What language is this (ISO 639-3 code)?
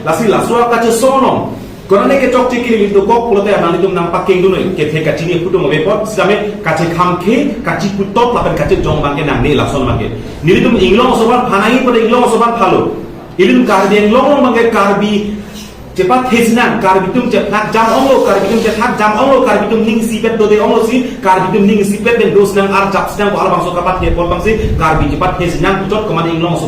mjw